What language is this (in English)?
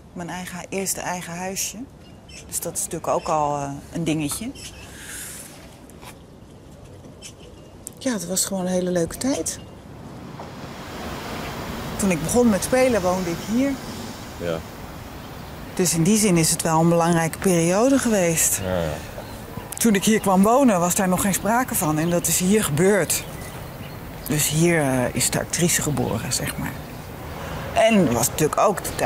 Dutch